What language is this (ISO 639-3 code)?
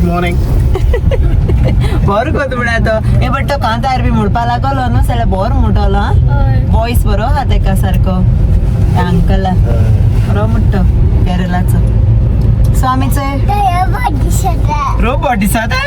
kok